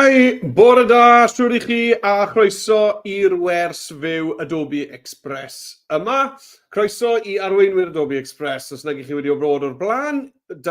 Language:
Welsh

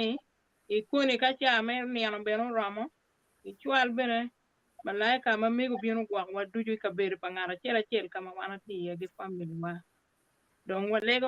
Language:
Acoli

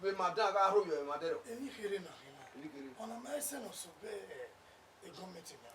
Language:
Bini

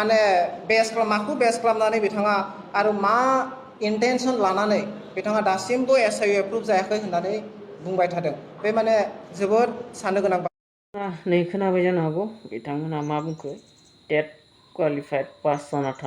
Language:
Bodo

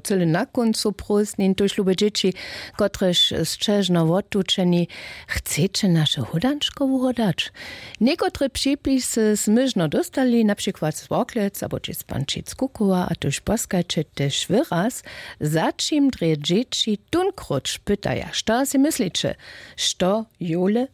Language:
Upper Sorbian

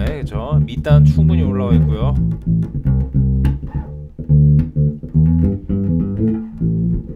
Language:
Korean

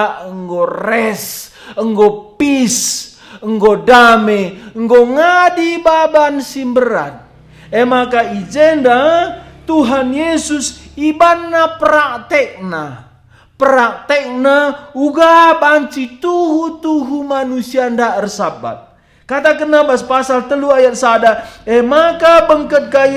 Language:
Batak Karo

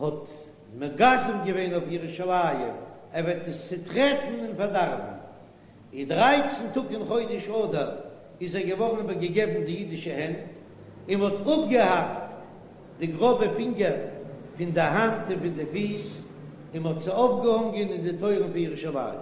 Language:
Yiddish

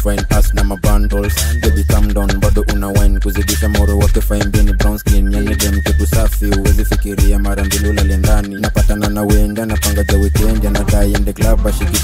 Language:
Swahili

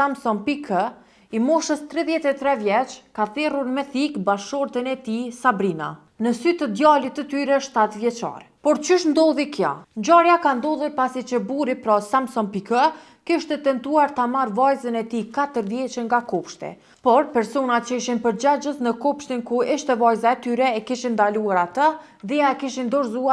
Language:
Albanian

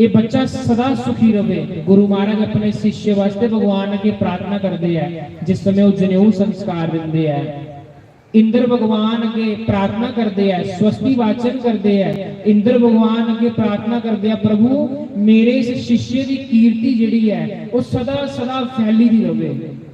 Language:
Dogri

